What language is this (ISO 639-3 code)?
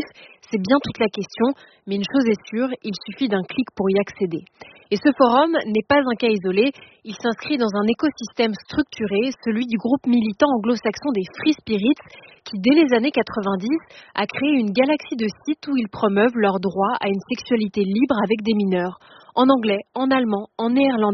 fra